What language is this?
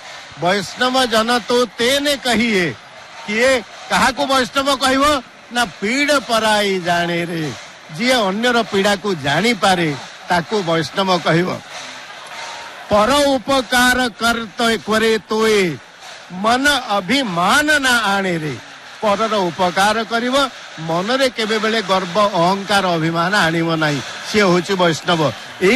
Odia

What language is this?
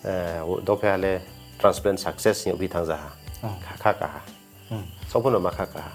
Riang (India)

